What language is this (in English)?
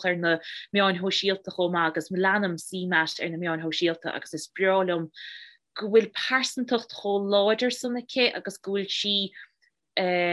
Irish